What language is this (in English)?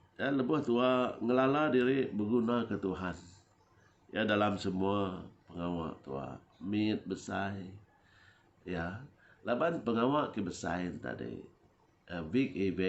Iban